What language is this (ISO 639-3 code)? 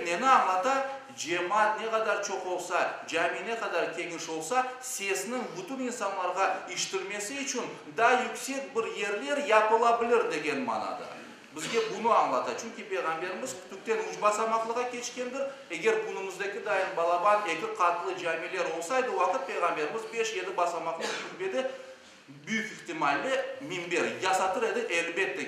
crh